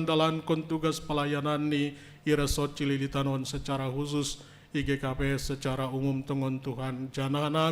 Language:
Batak Simalungun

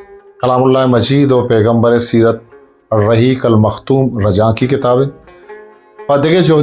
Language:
Eastern Balochi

